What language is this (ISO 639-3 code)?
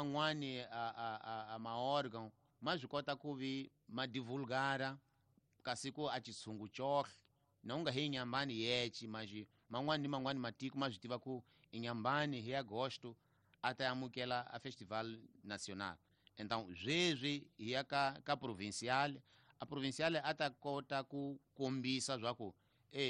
tso